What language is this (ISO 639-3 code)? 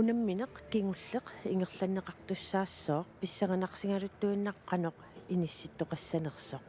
kal